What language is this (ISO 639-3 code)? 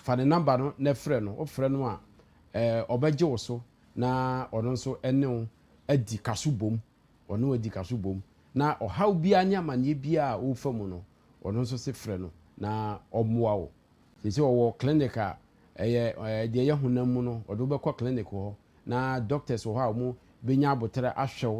aka